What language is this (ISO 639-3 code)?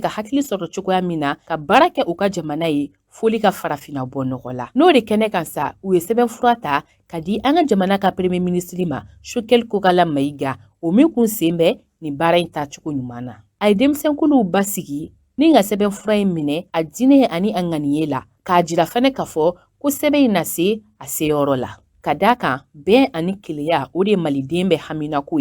bam